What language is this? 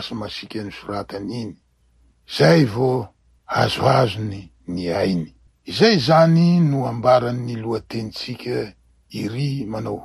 Malagasy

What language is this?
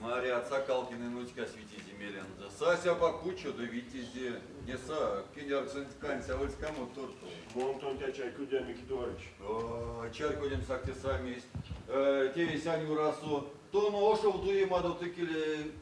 Erzya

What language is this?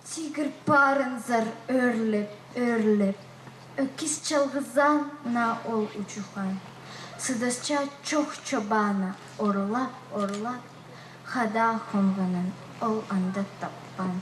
Khakas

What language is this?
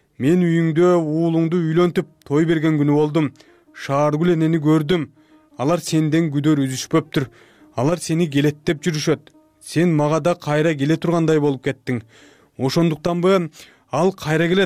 Kyrgyz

